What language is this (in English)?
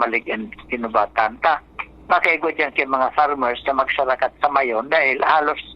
Bikol